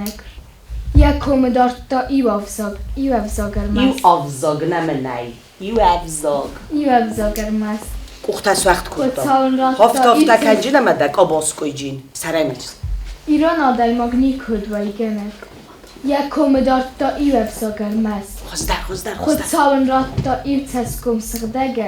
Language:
Ossetic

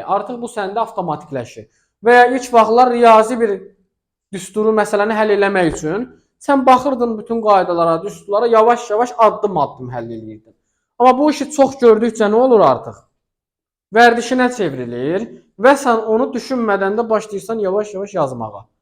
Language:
Azerbaijani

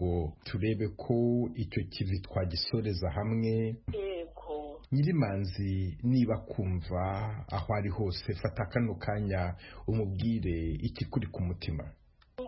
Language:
Kinyarwanda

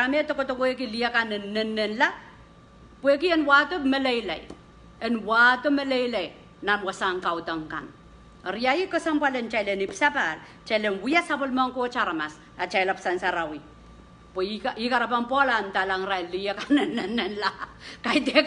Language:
Pohnpeian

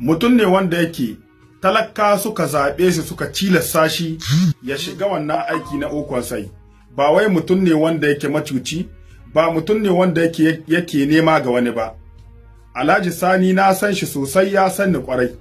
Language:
Hausa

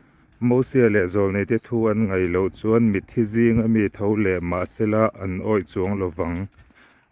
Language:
Mizo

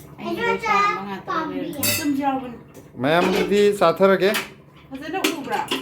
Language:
Manipuri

